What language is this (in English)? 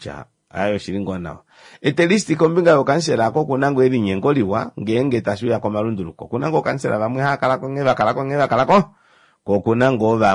Kuanyama